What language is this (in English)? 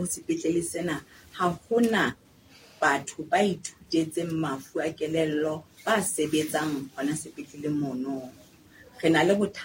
Southern Sotho